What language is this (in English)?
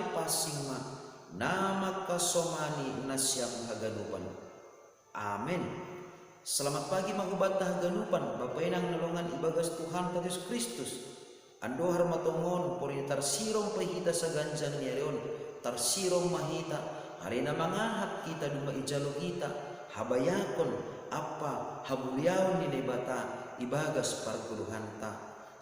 Batak Simalungun